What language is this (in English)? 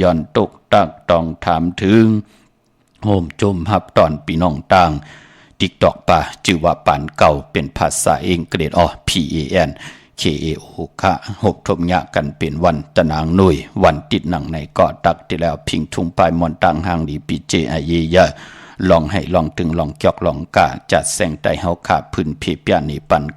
Shan